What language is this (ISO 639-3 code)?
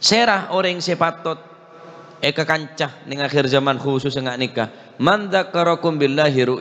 mad